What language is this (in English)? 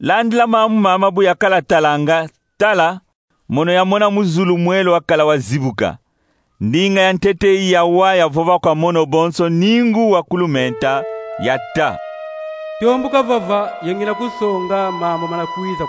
Kongo